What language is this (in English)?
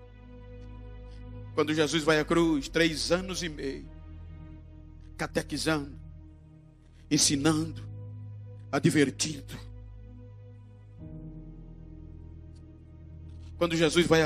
Portuguese